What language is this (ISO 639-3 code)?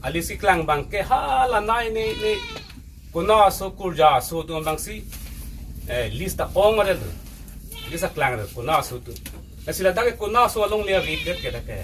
mjw